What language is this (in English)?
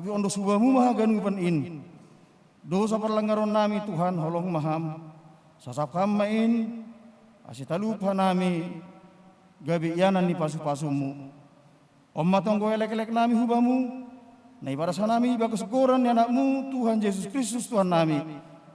Batak Simalungun